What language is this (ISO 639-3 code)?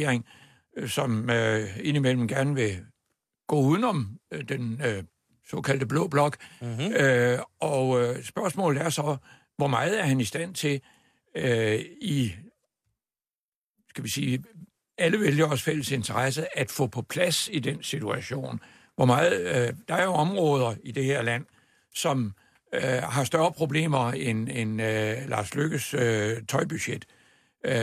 dan